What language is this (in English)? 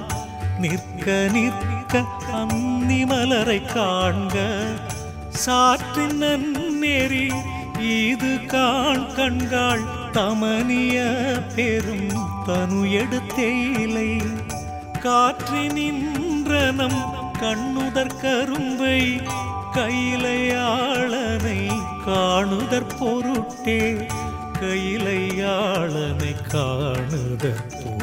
Tamil